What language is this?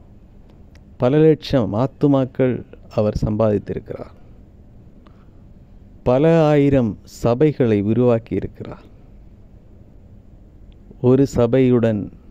Tamil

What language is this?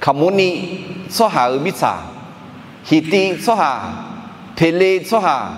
Akha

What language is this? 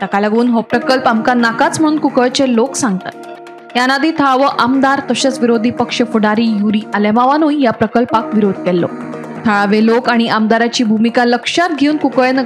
Konkani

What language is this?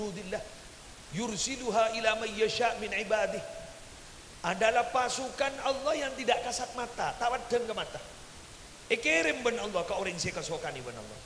Madurese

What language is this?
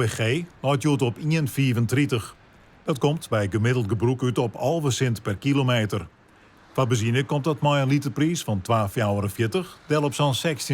Western Frisian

